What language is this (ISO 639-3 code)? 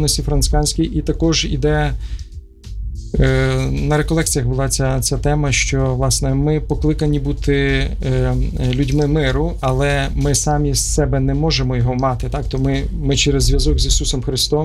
ukr